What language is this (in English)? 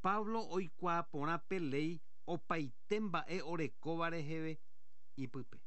Guarani